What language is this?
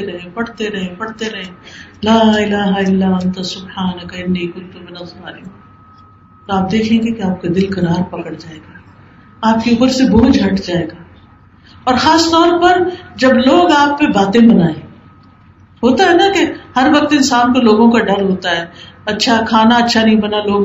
Urdu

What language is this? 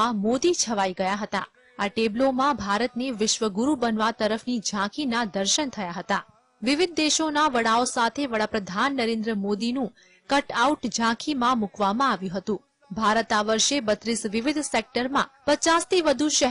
Gujarati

